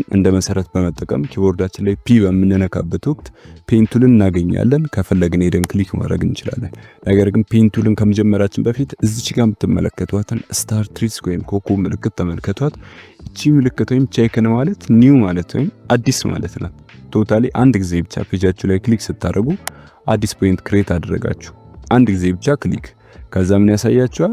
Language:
Amharic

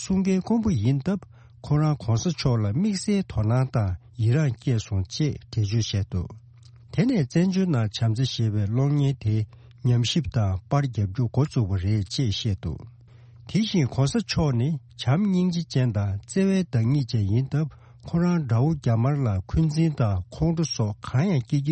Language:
Tibetan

